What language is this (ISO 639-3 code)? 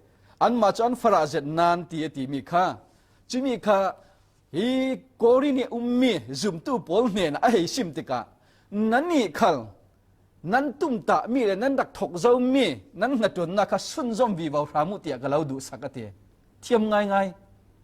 cfm